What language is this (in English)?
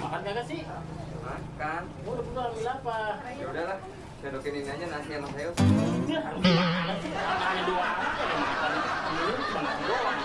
Betawi